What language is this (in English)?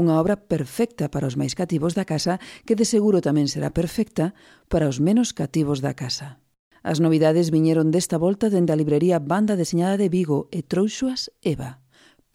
Galician